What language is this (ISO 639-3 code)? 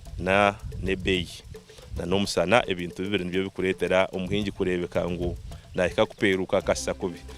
nyn